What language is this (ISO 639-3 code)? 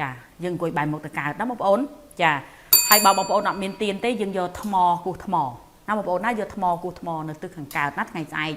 khm